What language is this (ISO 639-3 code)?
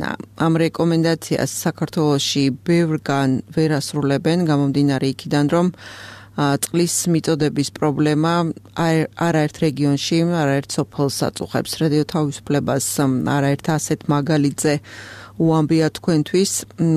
kat